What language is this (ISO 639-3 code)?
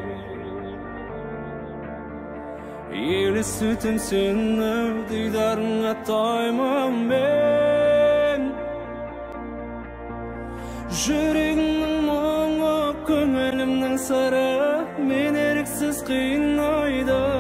kaz